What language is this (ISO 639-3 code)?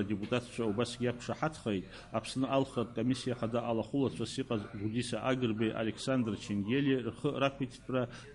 abk